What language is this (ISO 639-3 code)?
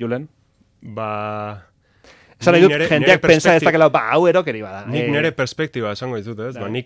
eus